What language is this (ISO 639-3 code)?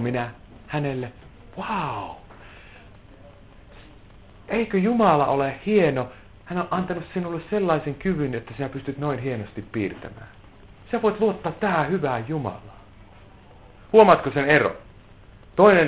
fin